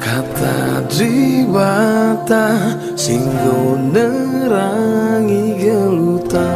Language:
Batak Karo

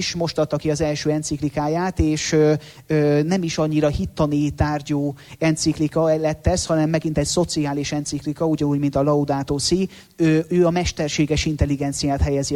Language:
Hungarian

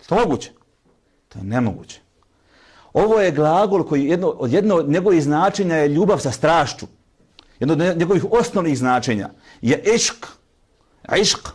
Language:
Bosnian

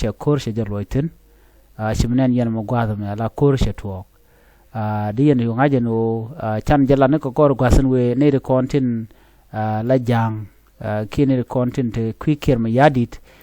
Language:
Nuer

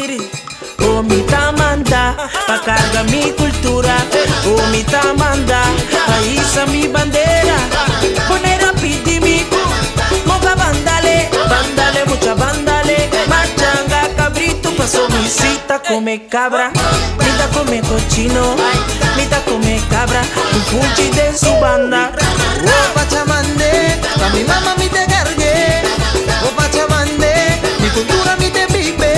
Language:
Papiamento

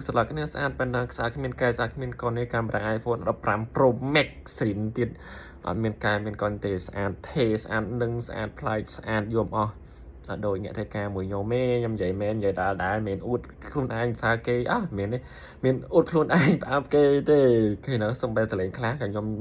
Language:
Khmer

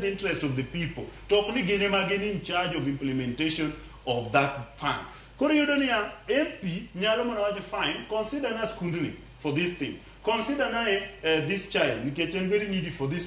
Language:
Luo (Kenya and Tanzania)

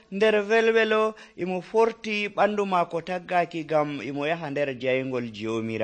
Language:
Nigerian Fulfulde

